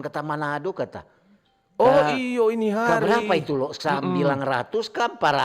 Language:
Manado Malay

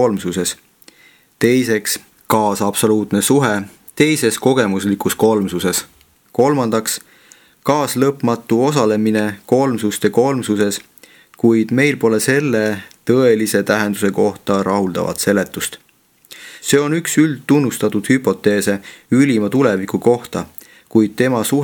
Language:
Estonian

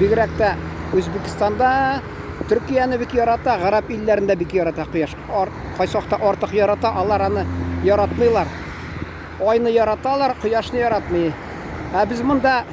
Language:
Tatar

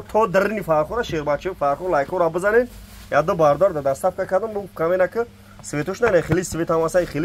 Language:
Tajik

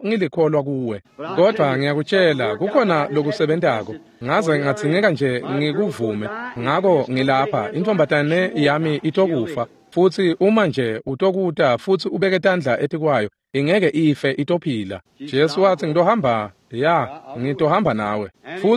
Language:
Swati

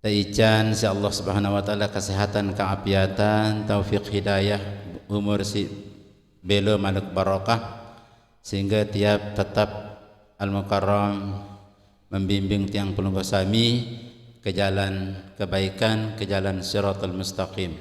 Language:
Sasak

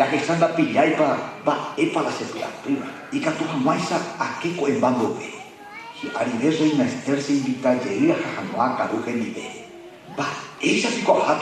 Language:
Guarani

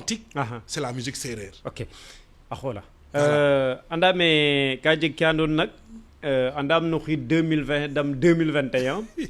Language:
Serer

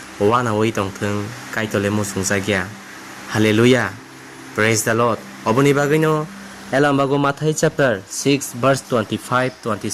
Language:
Kok Borok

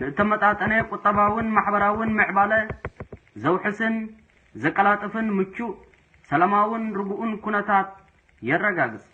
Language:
Tigrinya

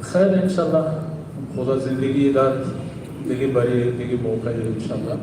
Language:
Eastern Balochi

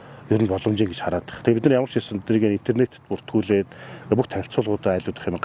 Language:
Mongolian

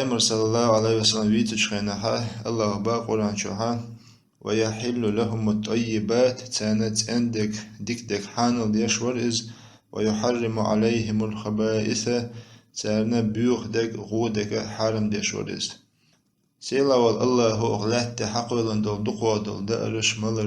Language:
Chechen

